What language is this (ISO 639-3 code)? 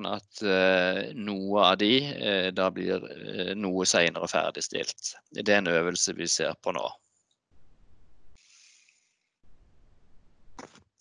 nor